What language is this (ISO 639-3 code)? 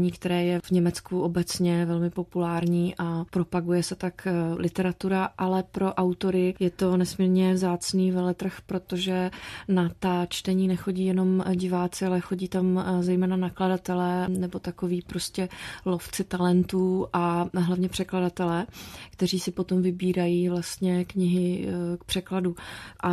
ces